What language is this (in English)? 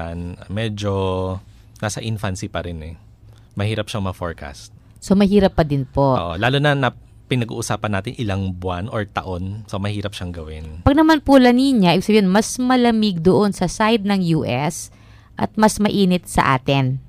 Filipino